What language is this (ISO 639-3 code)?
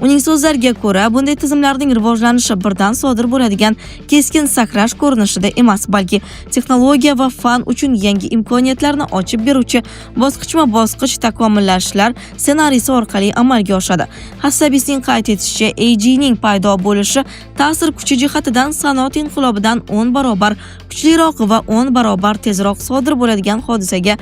uzb